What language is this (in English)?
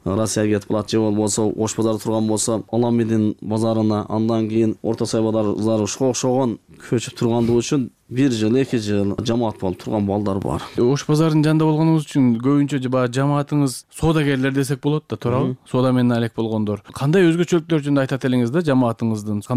Kyrgyz